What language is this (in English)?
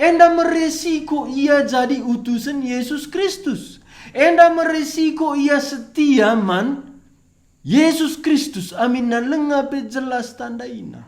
Batak Karo